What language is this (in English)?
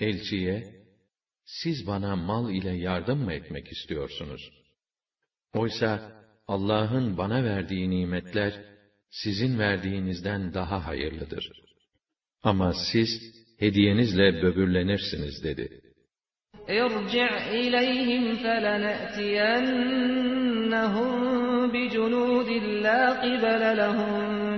Turkish